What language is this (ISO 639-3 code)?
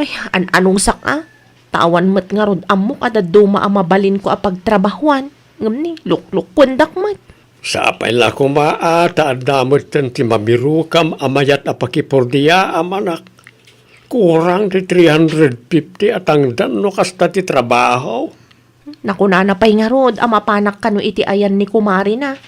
ilo